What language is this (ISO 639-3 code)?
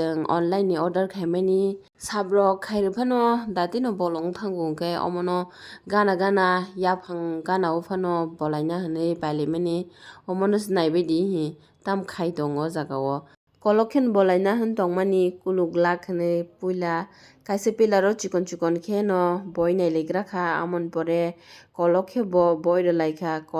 trp